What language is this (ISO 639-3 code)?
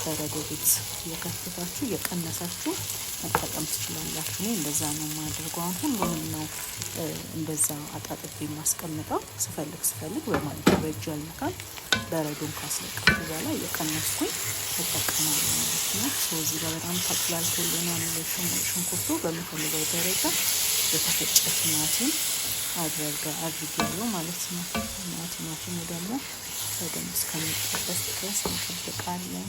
amh